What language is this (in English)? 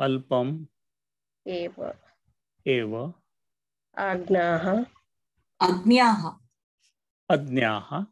Sanskrit